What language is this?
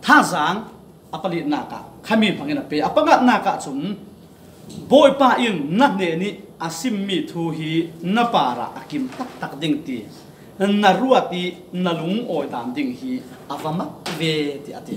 Falam Chin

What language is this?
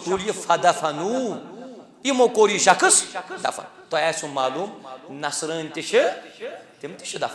Kashmiri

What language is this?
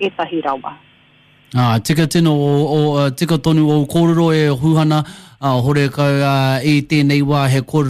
Māori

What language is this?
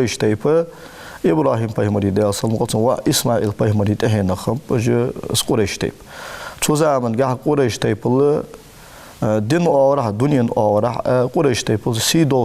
Ingush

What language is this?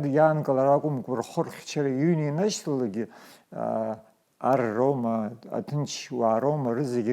Abkhazian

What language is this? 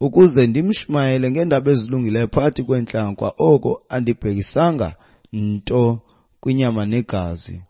Xhosa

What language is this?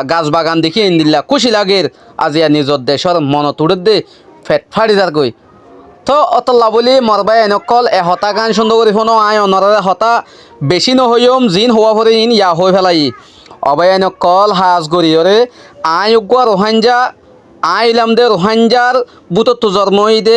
Rohingya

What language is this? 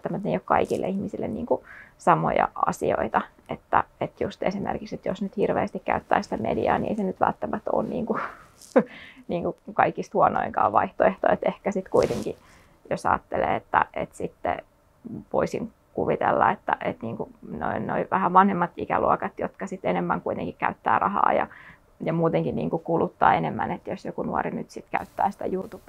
Finnish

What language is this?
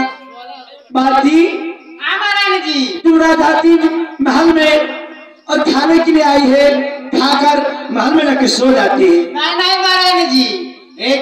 Bhojpuri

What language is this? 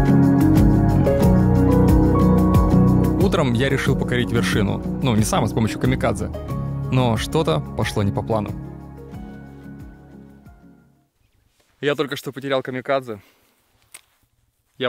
Russian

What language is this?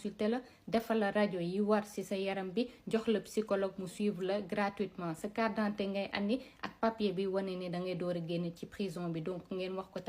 Wolof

